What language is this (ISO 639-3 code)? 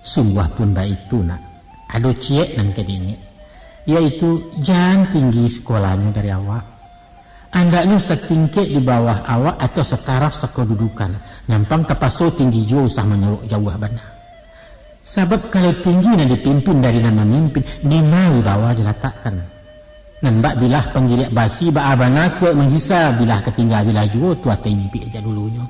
min